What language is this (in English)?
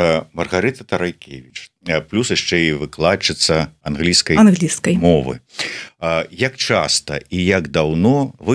Belarusian